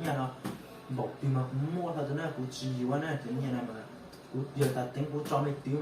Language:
Hmong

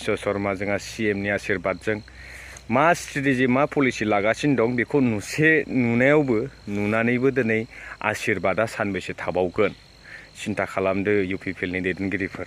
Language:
Bodo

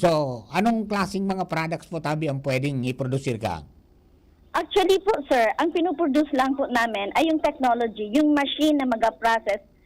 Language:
Bikol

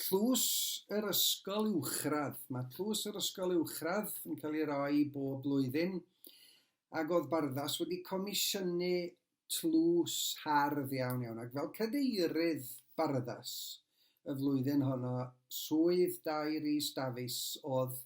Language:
Welsh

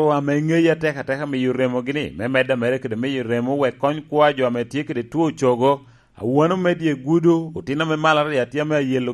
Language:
Lango (Uganda)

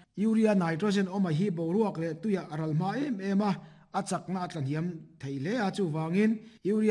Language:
Mizo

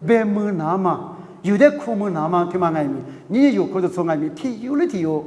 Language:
Lisu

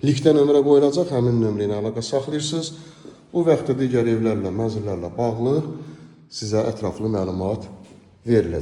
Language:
Azerbaijani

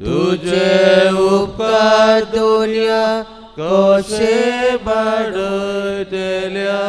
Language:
Konkani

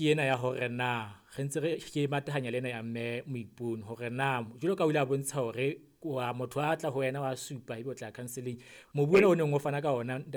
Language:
Southern Sotho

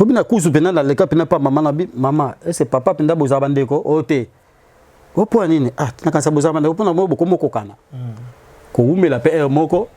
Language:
Lingala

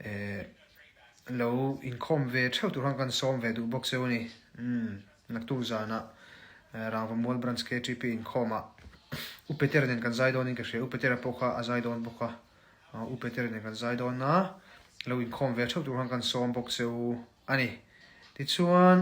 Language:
Mizo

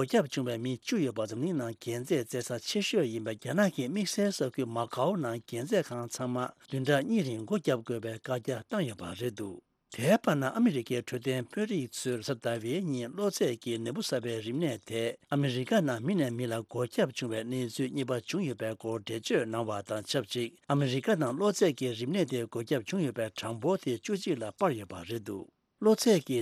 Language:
Tibetan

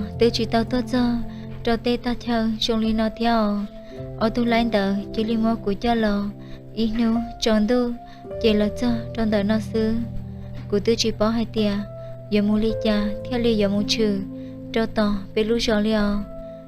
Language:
Hmong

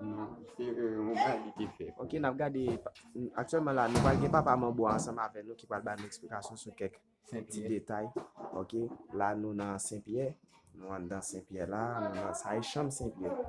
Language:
Haitian Creole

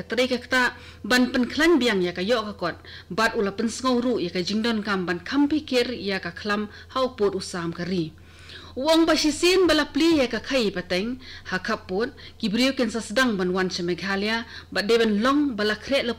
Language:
Khasi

